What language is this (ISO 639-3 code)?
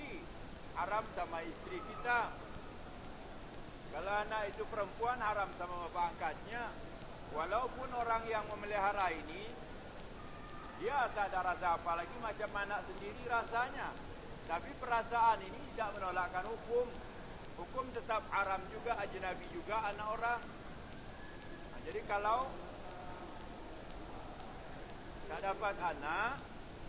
msa